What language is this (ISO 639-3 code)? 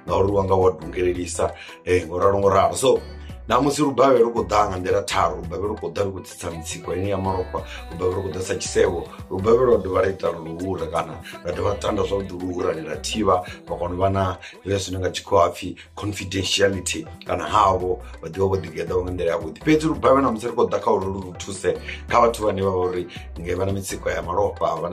ven